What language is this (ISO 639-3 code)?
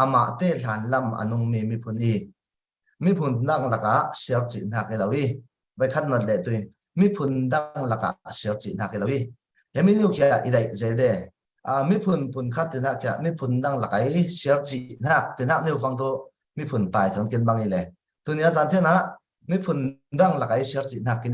cfm